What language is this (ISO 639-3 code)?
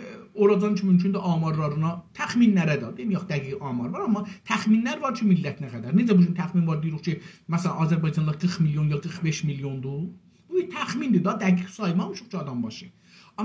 azb